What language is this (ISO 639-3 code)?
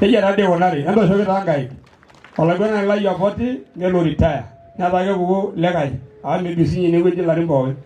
mas